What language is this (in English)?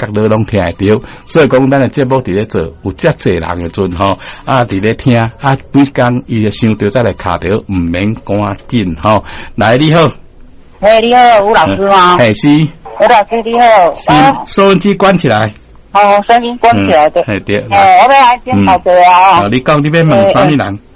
Min Nan Chinese